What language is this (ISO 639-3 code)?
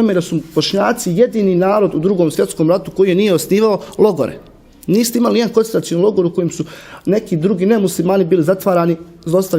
bos